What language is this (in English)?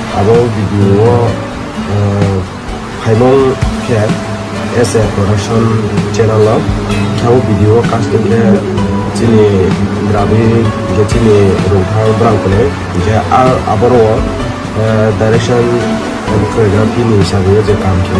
Riang (India)